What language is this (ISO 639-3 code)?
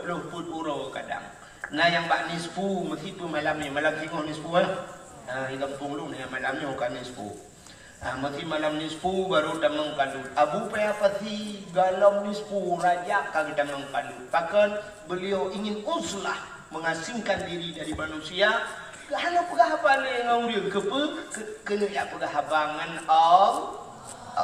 ace